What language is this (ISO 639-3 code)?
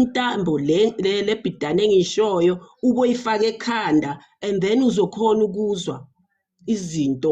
zul